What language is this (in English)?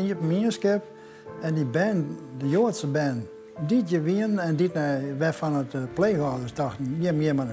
Western Frisian